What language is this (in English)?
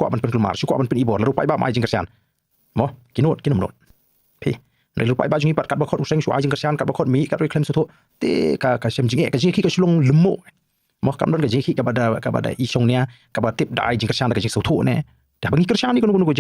Khasi